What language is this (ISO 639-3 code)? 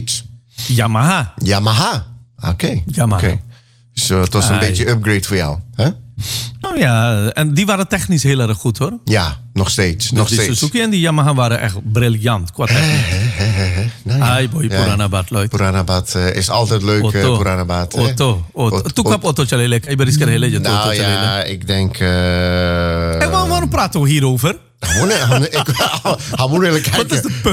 nld